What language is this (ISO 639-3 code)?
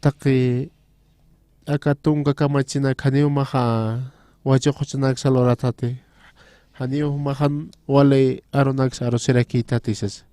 aym